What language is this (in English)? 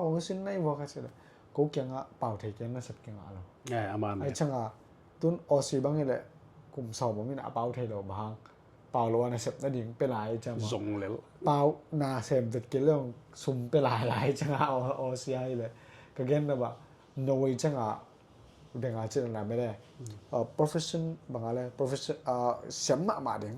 Tedim Chin